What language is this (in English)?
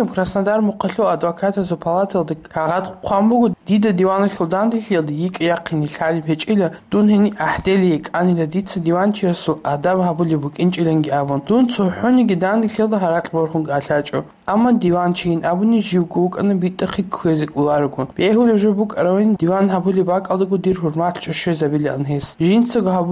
Avaric